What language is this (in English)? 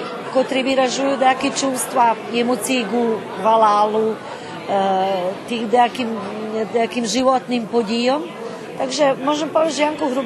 Rusyn